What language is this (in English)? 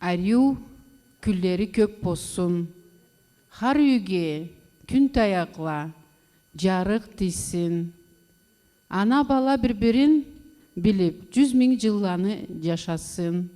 Karachay-Balkar